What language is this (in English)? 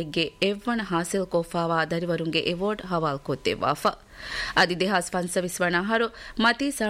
Divehi